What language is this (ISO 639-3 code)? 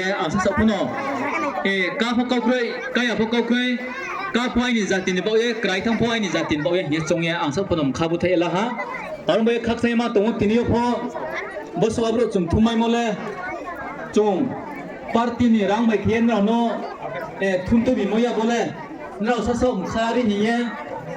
ria